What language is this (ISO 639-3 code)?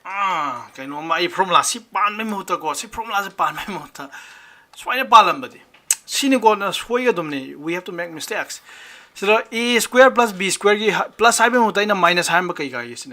mni